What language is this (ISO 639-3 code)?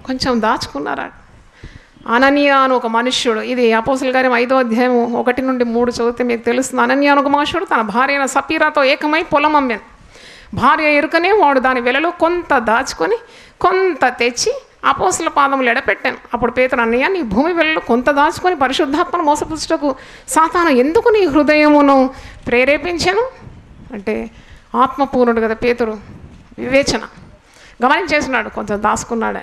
tel